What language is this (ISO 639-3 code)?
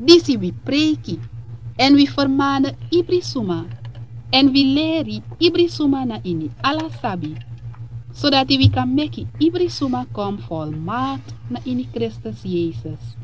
srn